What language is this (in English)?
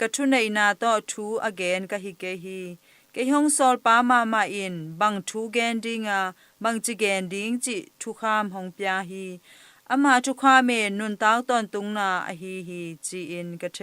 Tedim Chin